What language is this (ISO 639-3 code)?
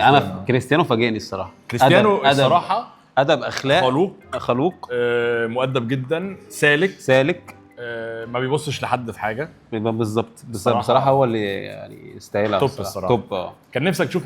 arz